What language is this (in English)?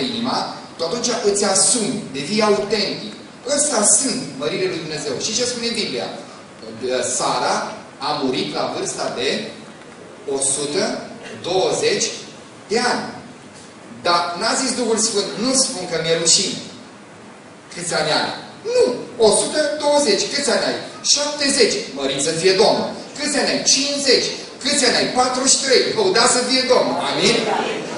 Romanian